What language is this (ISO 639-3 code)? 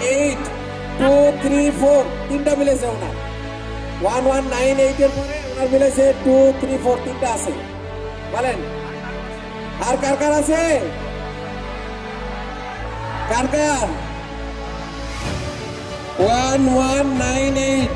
ben